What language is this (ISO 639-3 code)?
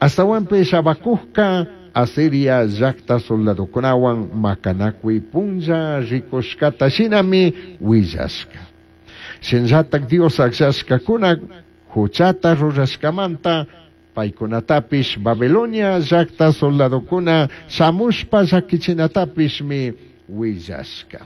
qug